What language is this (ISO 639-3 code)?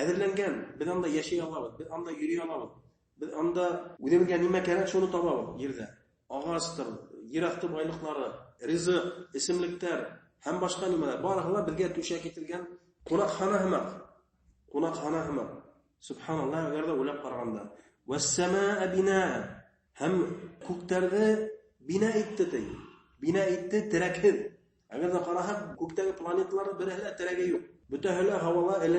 bak